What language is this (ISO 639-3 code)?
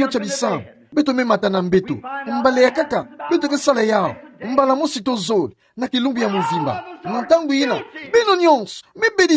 ktu